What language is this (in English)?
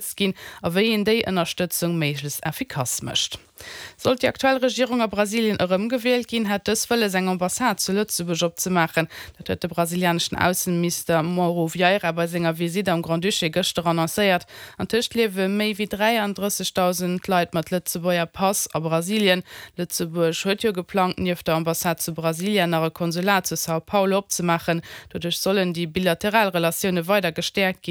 Luxembourgish